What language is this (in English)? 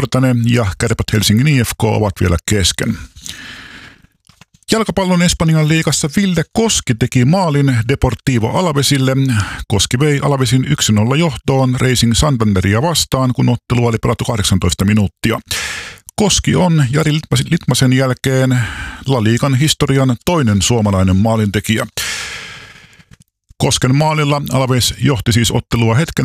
Finnish